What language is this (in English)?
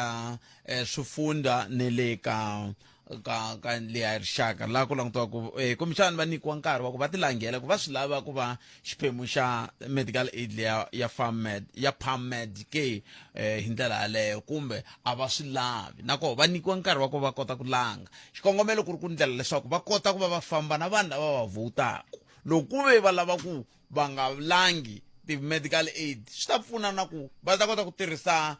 Tsonga